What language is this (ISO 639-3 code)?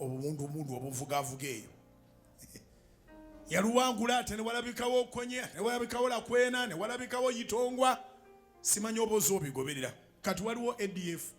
lug